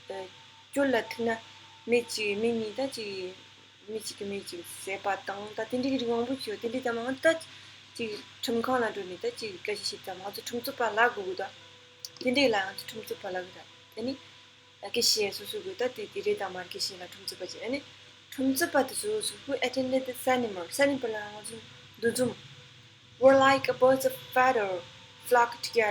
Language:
Tibetan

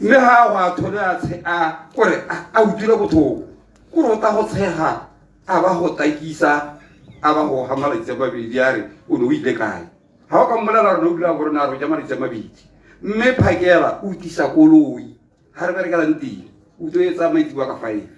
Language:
Tswana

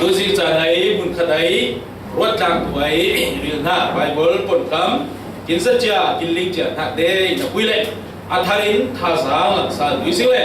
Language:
Falam Chin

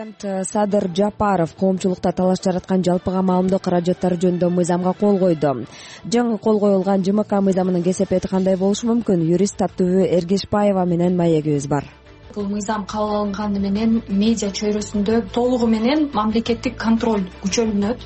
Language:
Kyrgyz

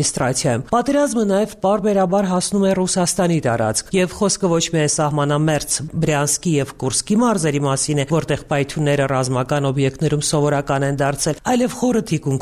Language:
Armenian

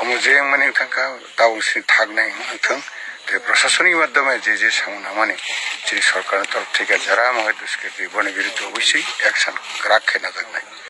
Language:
Kok Borok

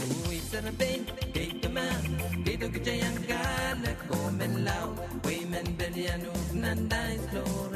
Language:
Pohnpeian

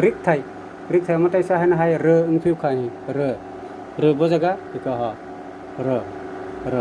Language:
Kok Borok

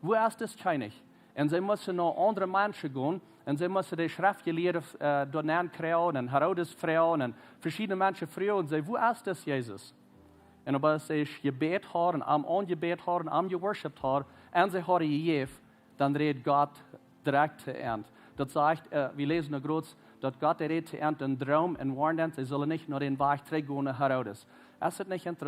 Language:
Plautdietsch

